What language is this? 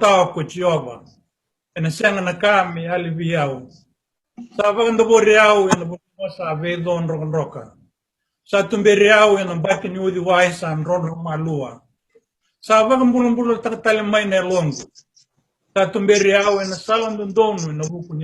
Fijian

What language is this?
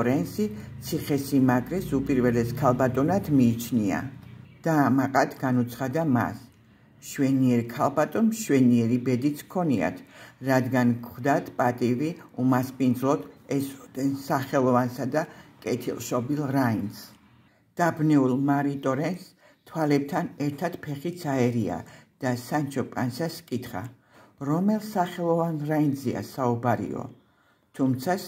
Georgian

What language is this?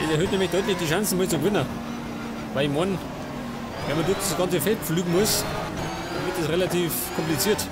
Bavarian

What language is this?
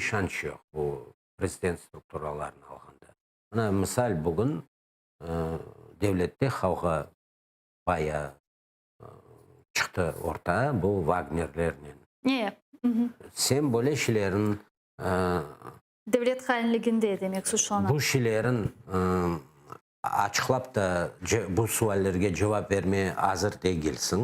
Crimean Tatar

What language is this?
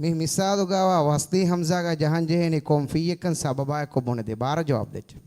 Divehi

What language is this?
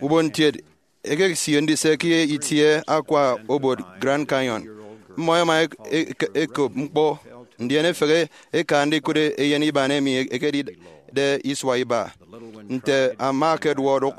Efik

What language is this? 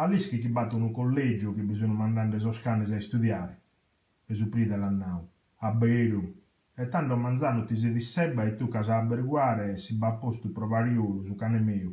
Sardinian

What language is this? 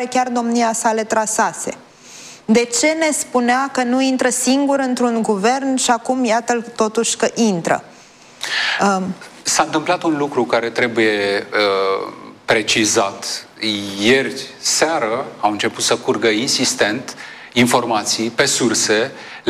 Romanian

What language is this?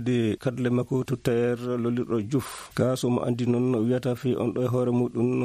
Fula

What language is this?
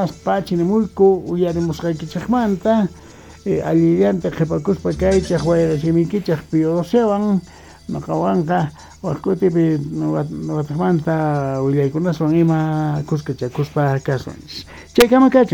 South Bolivian Quechua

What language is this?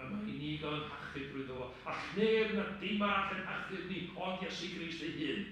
Welsh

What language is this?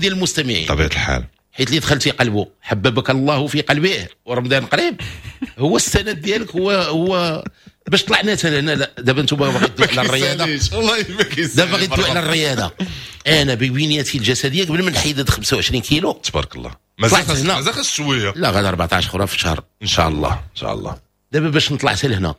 Moroccan Arabic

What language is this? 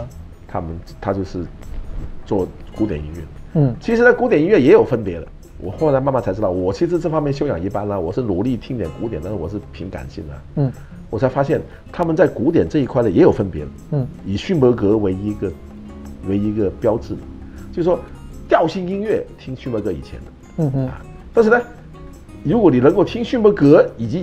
Chinese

